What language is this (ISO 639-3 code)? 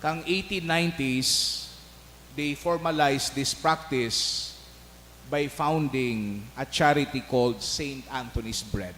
bik